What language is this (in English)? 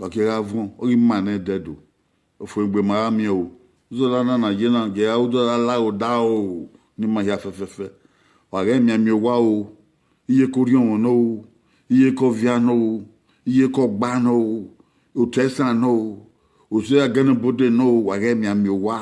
Bini